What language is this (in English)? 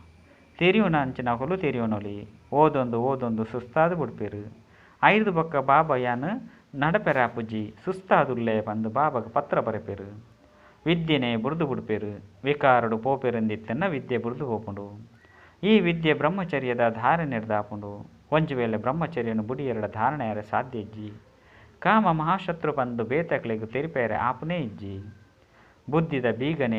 Tulu